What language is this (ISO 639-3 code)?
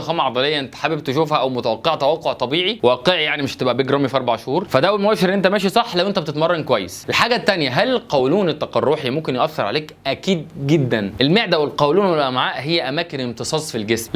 arz